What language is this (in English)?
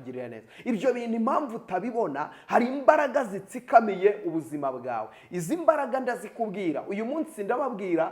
Kinyarwanda